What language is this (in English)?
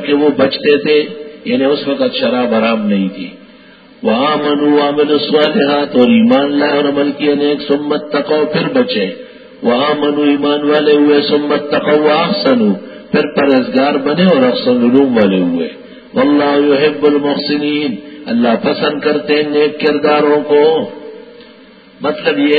Urdu